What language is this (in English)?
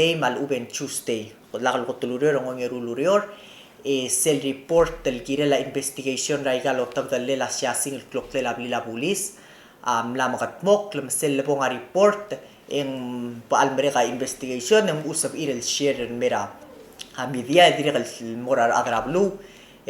Palauan